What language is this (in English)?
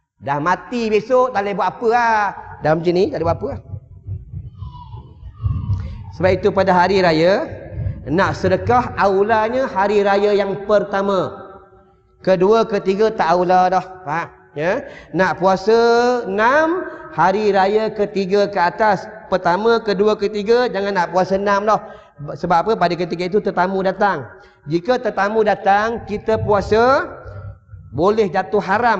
Malay